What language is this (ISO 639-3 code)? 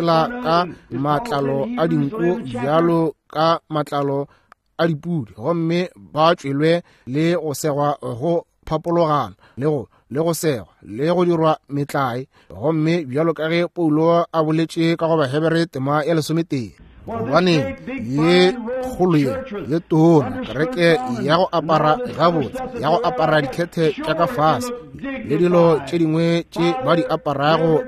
nso